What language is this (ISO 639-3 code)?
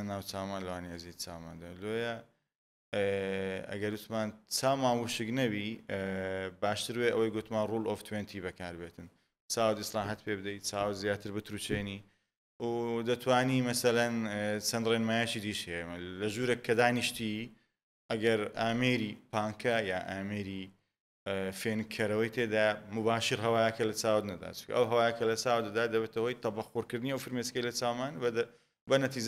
ckb